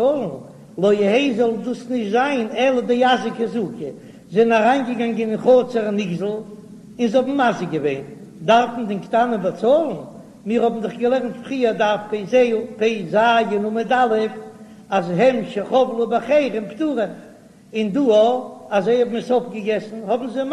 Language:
Yiddish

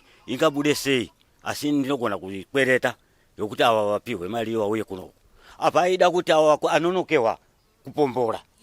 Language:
Shona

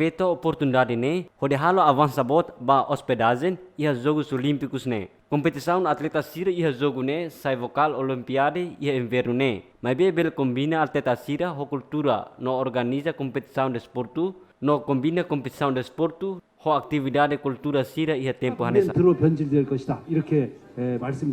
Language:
Tetum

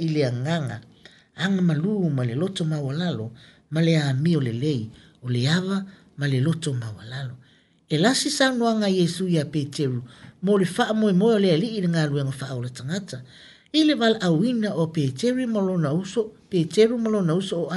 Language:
Samoan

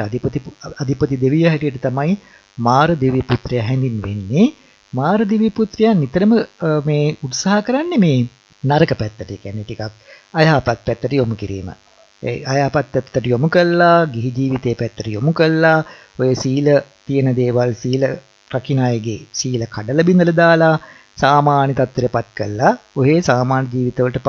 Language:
Sinhala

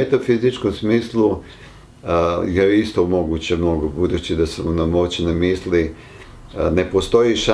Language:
Serbian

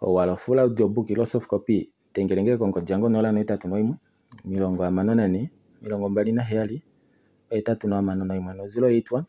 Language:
Kuanyama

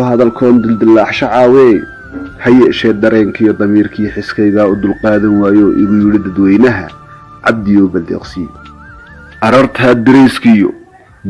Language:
Somali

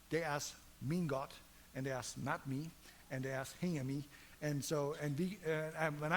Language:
Plautdietsch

